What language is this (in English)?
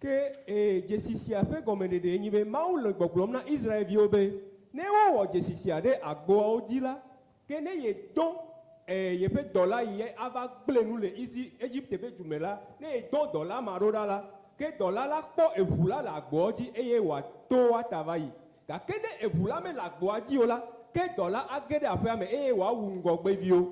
Ewe